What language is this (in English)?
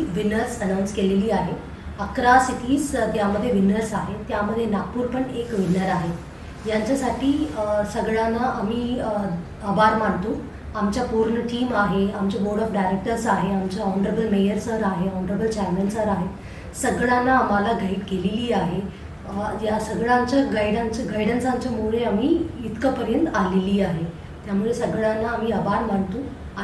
Marathi